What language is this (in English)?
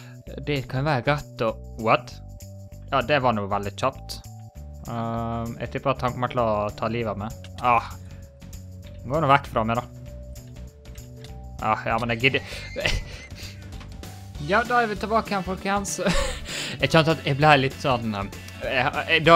Norwegian